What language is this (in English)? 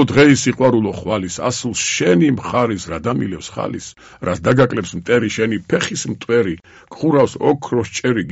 Georgian